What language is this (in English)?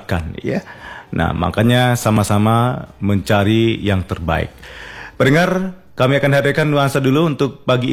Indonesian